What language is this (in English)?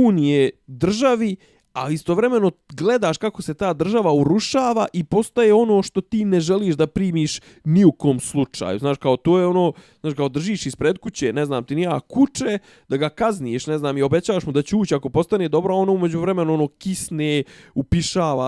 Bosnian